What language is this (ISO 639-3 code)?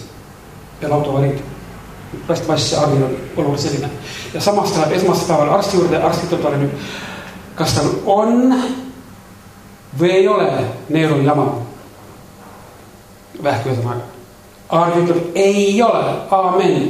est